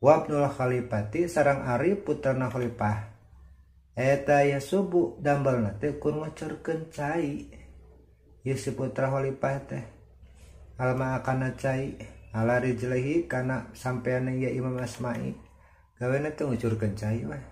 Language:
Sundanese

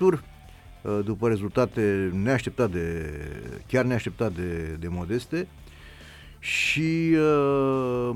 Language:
Romanian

